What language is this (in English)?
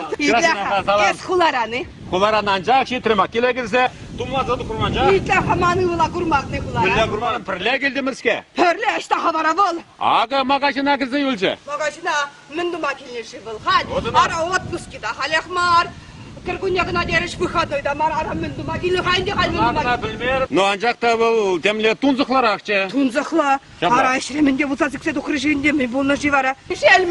Chuvash